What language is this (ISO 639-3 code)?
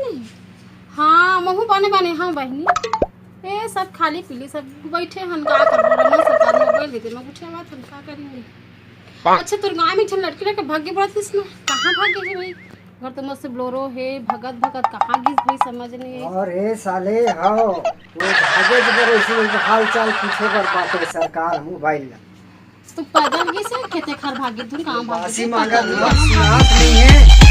hne